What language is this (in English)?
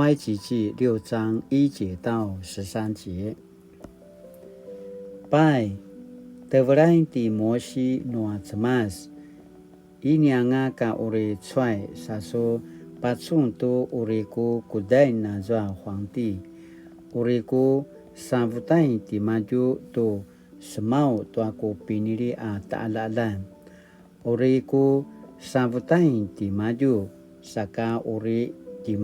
Paiwan